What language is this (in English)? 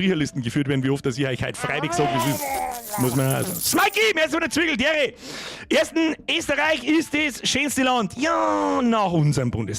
Bavarian